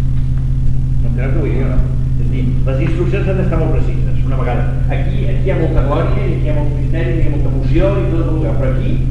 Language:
Catalan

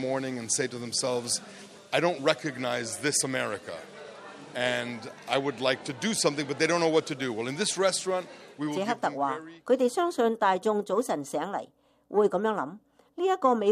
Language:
Cantonese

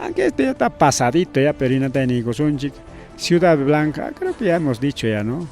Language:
Ayacucho Quechua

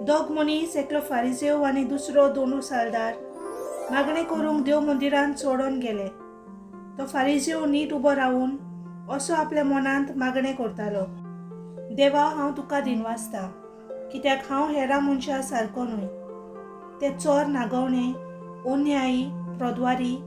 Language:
Konkani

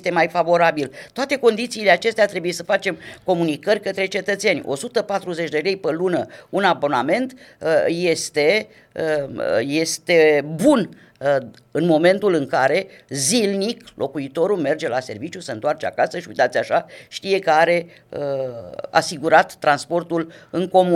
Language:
Romanian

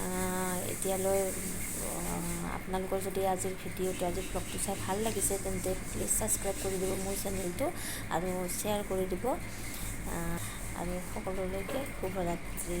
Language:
Assamese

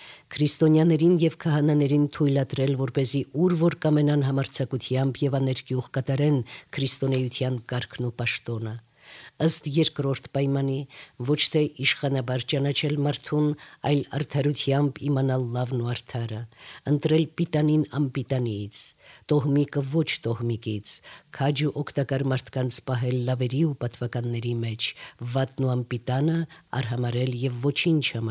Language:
Armenian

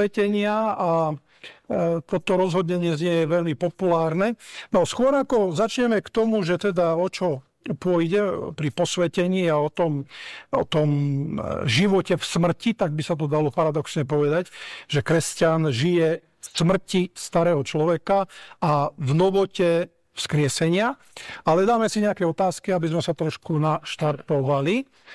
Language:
Slovak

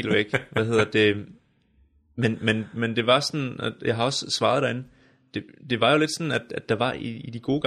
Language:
Danish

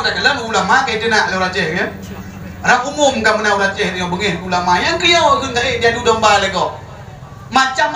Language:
Achinese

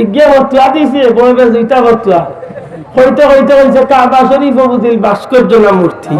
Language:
Sylheti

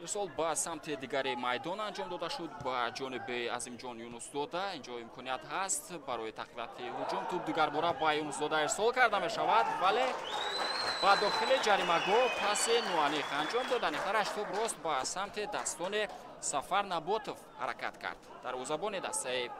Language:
Tajik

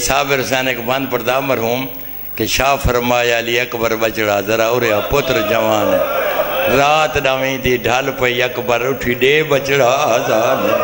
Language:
Saraiki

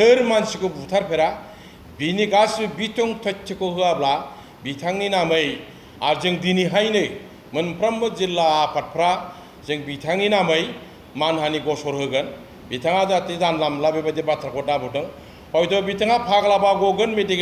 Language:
Bodo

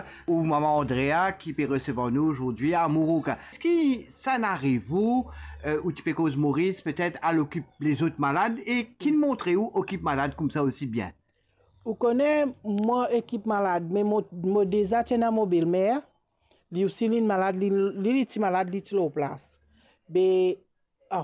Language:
Morisyen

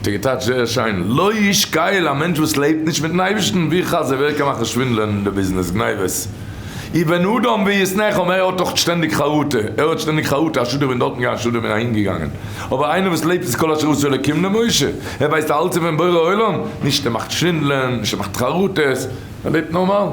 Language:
Yiddish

